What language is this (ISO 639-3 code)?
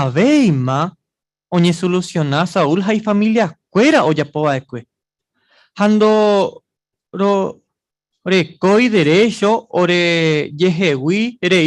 grn